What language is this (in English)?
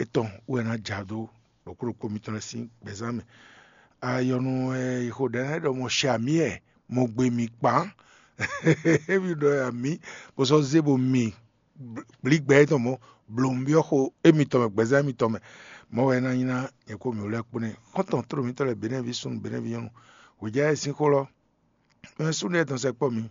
Fon